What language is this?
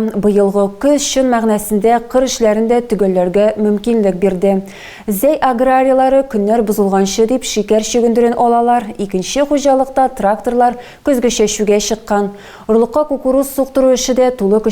Tatar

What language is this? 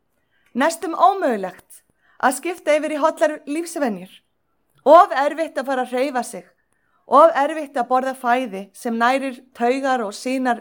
Icelandic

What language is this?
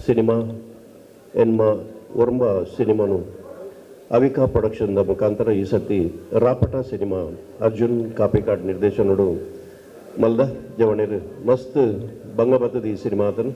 Tulu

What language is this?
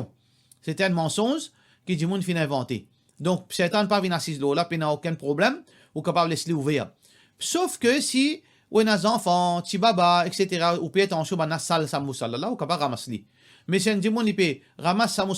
Morisyen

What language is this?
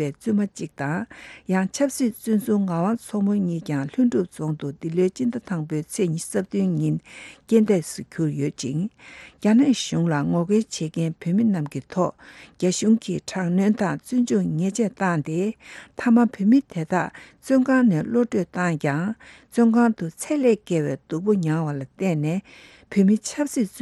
Tibetan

